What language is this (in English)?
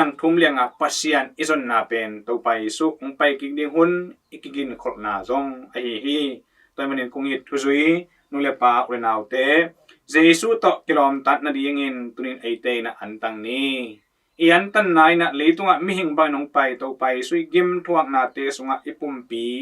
Tedim Chin